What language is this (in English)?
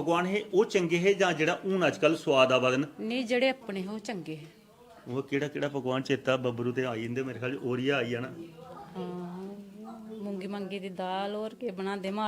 Dogri